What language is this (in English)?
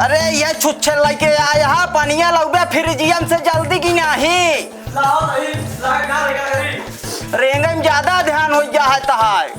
Awadhi